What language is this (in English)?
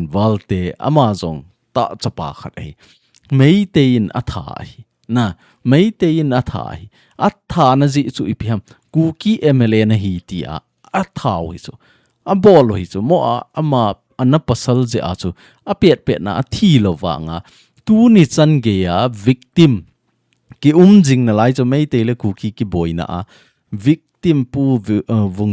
Thado Chin